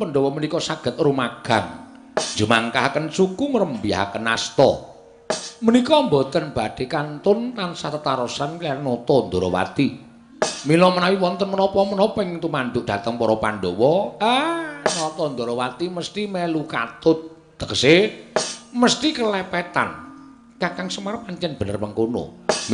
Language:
Javanese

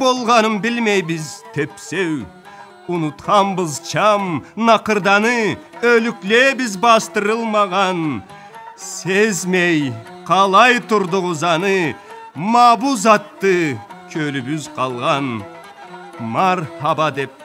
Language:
Karachay-Balkar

